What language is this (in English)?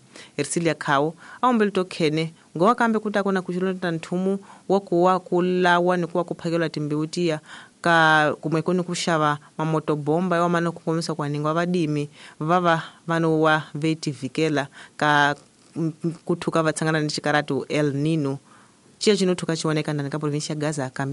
Tsonga